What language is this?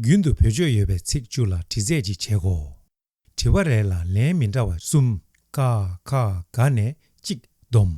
Tibetan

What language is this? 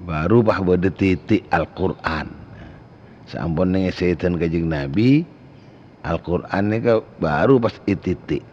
Madurese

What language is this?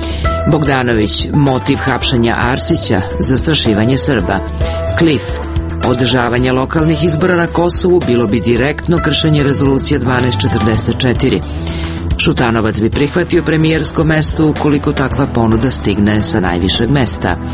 Serbian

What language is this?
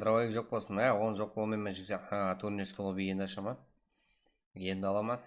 Kara-Kalpak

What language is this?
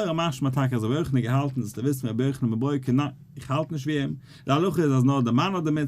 Yiddish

